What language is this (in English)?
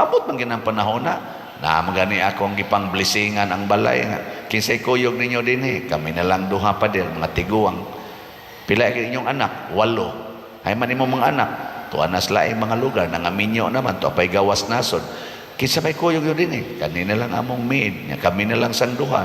Cebuano